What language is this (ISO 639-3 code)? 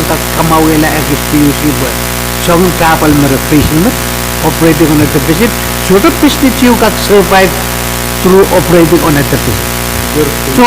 pon